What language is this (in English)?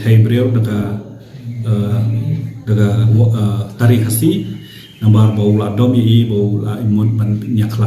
Khasi